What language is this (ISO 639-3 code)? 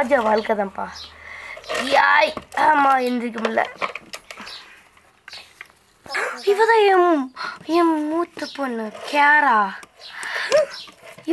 tam